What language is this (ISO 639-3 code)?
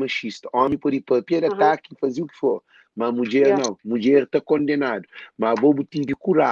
kea